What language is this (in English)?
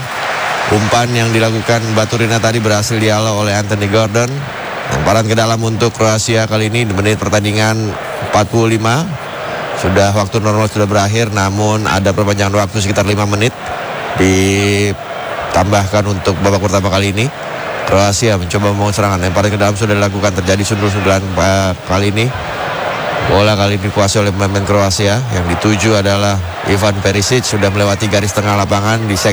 Indonesian